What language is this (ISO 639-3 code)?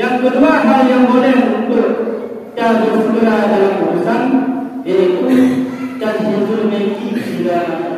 ace